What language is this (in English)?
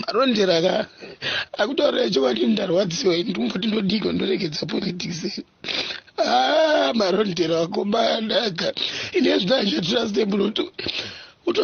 Shona